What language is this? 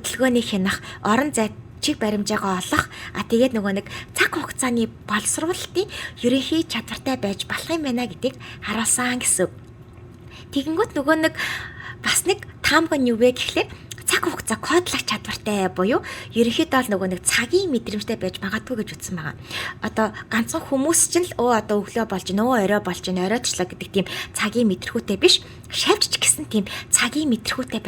Mongolian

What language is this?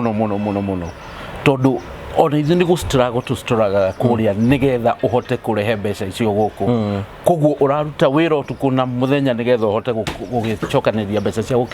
Kikuyu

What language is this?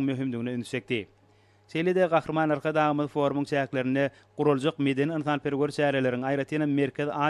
Turkmen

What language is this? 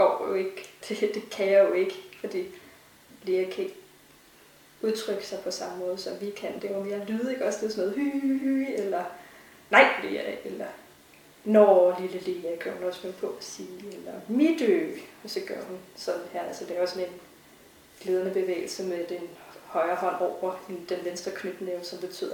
Danish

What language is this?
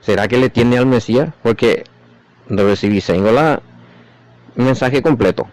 Guarani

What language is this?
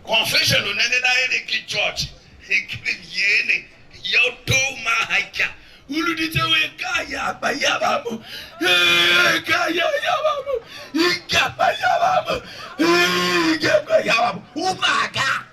Tiv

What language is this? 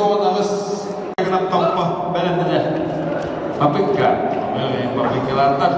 Yakut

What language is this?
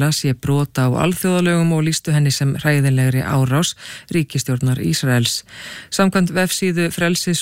Icelandic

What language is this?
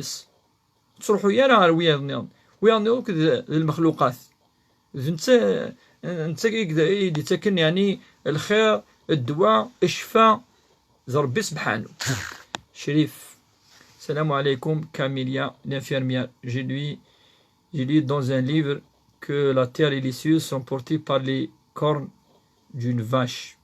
Kabyle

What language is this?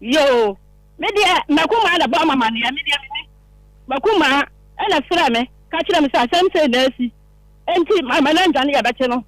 Akan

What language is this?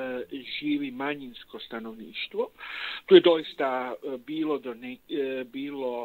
Croatian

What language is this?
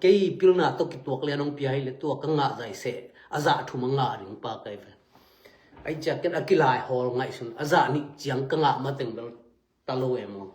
Tedim Chin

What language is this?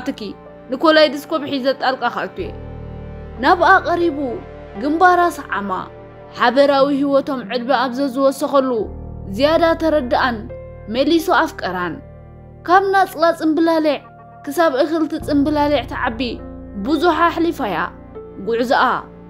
Tigrinya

